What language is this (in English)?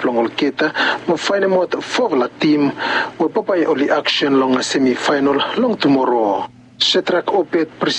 Bislama